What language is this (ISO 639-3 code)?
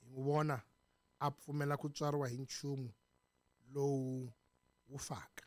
tso